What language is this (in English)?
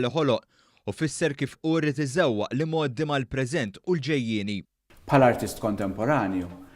Maltese